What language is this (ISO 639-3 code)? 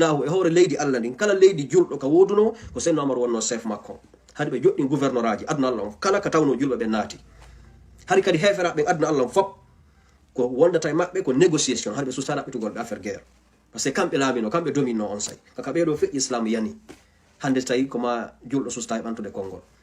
ful